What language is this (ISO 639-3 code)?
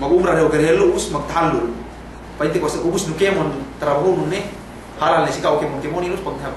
yka